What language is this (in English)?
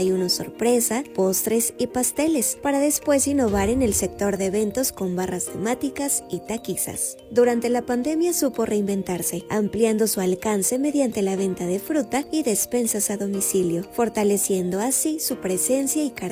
Spanish